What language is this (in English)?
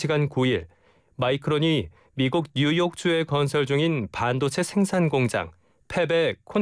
Korean